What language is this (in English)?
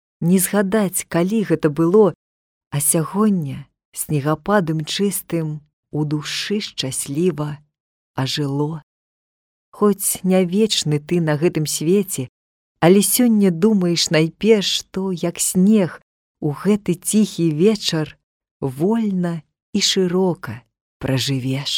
Belarusian